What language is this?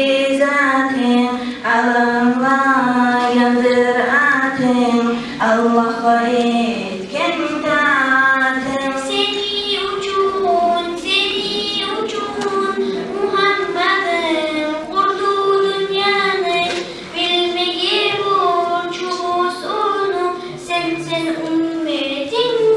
Kumyk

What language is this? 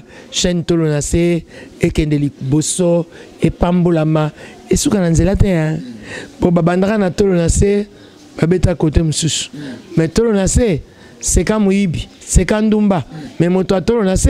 Lingala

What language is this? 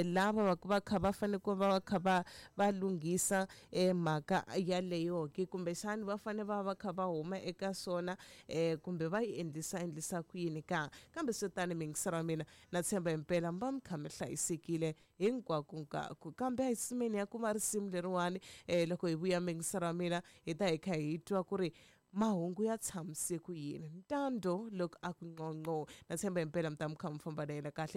Tsonga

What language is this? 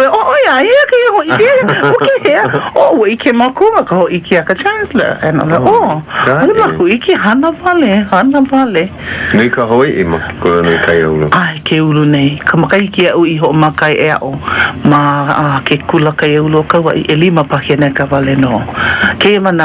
Hawaiian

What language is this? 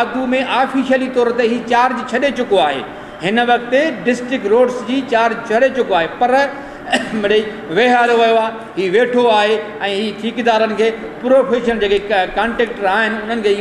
Sindhi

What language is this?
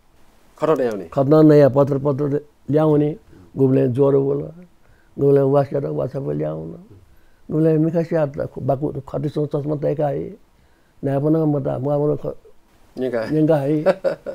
Newari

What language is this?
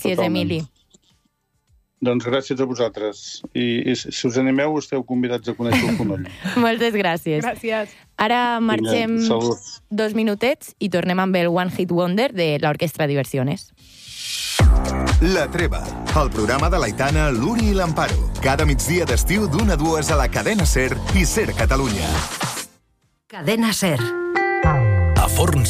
Catalan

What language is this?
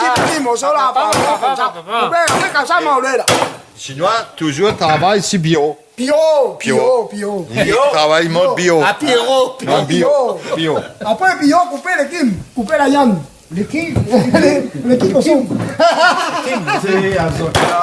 Réunion Creole French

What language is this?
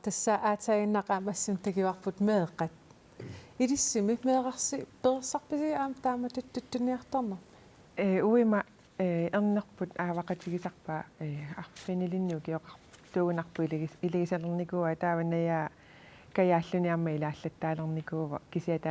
Kalaallisut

